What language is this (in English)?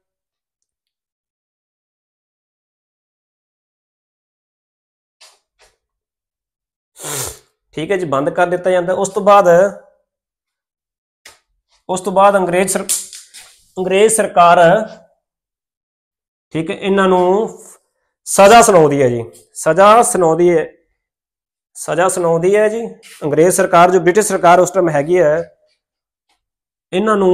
Punjabi